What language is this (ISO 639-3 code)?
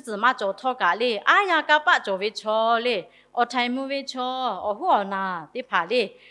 lhu